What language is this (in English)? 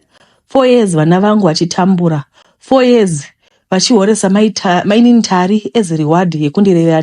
Shona